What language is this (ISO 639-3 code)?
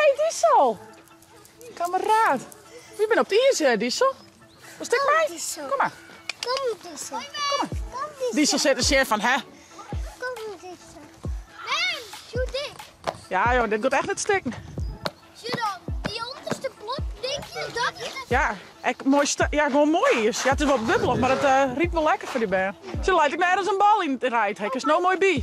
fry